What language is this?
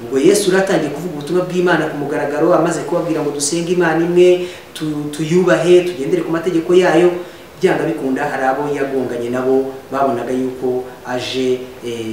Kinyarwanda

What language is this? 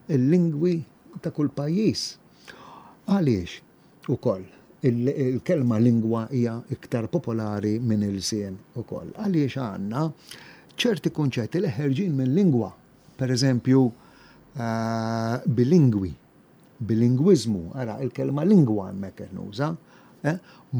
Maltese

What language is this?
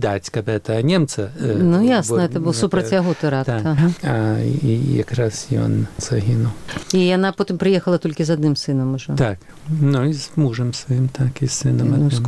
Belarusian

